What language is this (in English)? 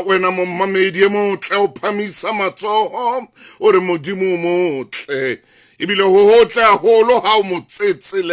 Southern Sotho